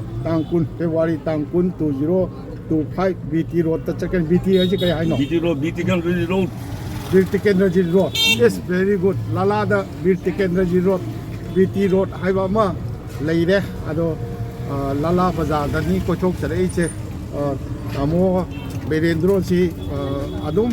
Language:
Manipuri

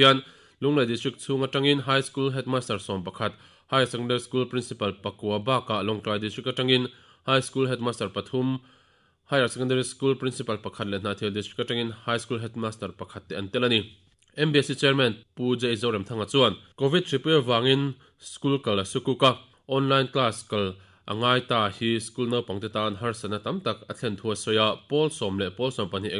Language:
Mizo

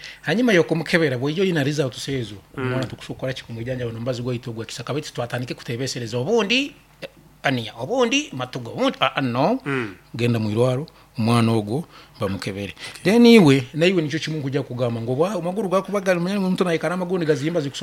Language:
Nyoro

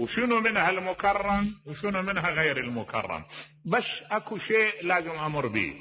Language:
Mesopotamian Arabic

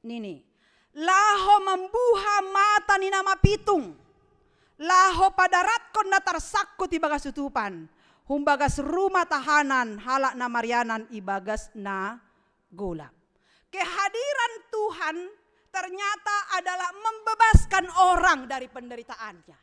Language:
Batak Simalungun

